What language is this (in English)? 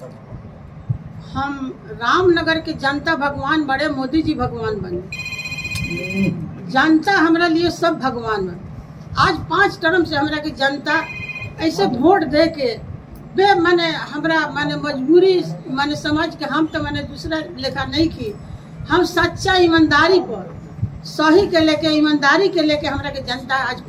Bhojpuri